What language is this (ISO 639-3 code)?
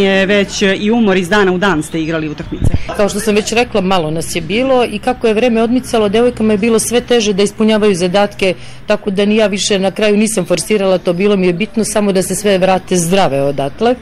srp